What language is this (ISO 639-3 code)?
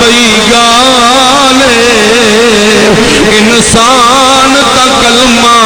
skr